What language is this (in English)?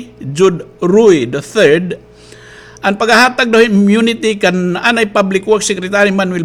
Waray